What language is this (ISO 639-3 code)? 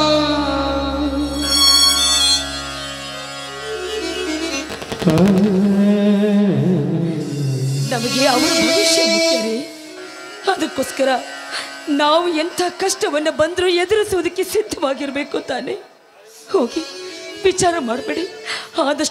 kan